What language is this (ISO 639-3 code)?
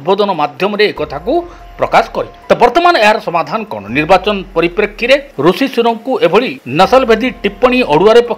ori